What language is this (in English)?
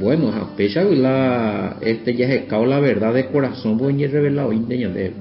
Guarani